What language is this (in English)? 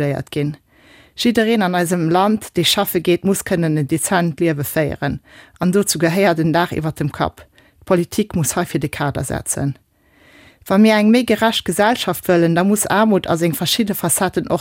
Luxembourgish